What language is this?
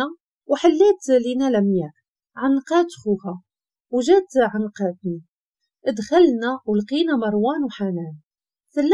Moroccan Arabic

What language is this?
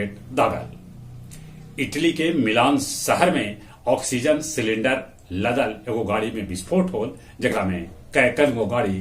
Magahi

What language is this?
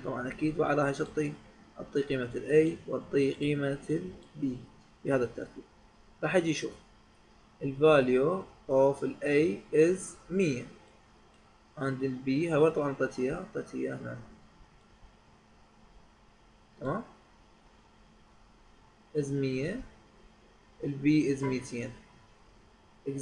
Mesopotamian Arabic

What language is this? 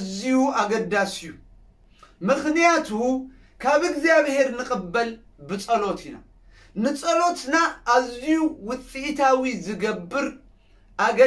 Tigrinya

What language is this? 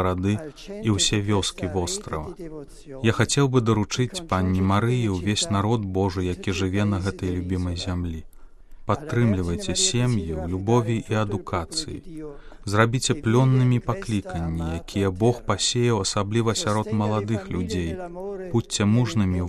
Belarusian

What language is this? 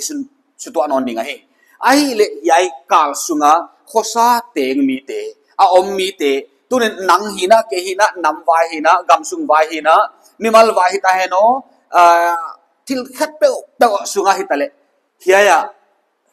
Paite Chin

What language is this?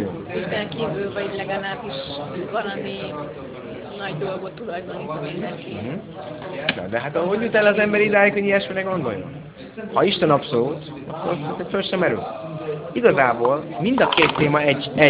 Hungarian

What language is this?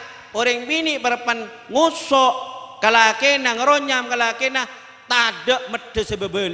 Madurese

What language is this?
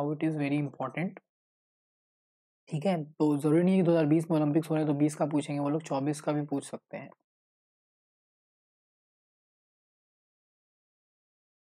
Hindi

